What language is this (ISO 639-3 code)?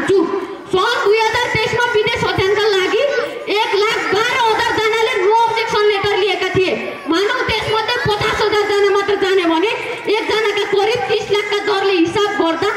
nep